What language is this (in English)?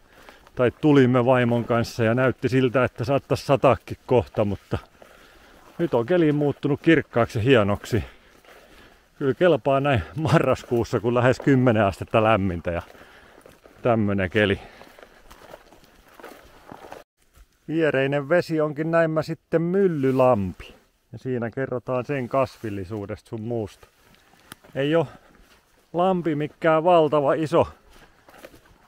Finnish